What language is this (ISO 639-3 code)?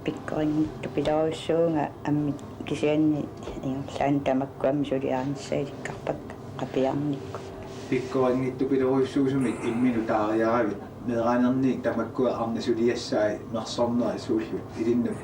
kal